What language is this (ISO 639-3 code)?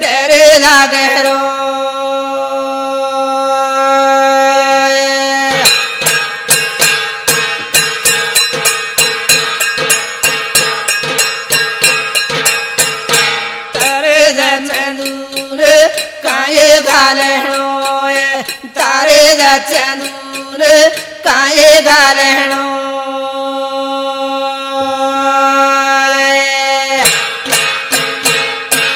lmn